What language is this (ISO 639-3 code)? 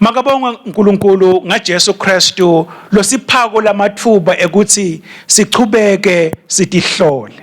ssw